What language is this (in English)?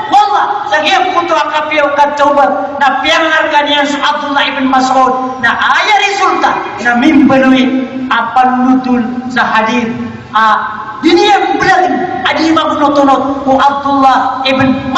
Maranao